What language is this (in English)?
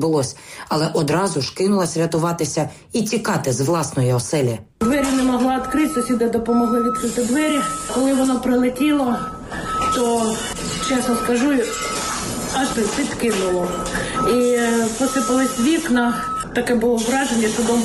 Ukrainian